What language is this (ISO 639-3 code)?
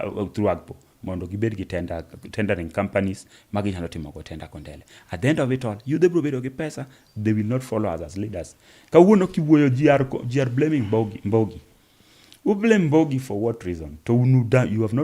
luo